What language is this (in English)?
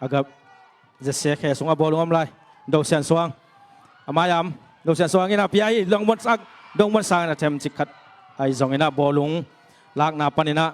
Tedim Chin